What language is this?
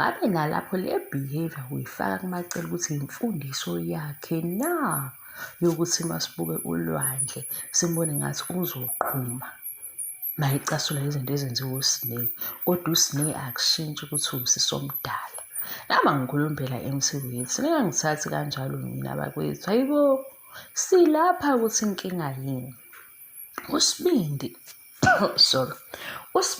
Zulu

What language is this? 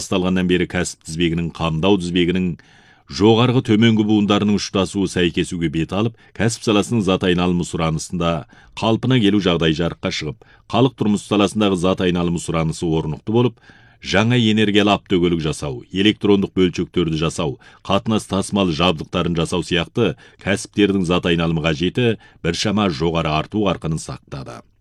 Kazakh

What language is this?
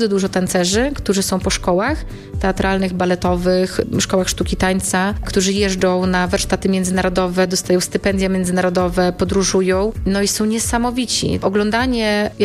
Polish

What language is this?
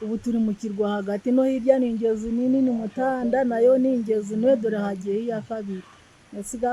Nyankole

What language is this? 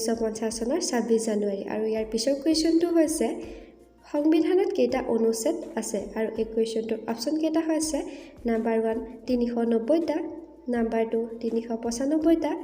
Assamese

